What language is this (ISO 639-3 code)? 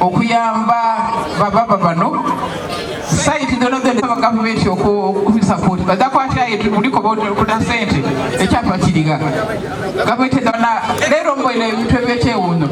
xog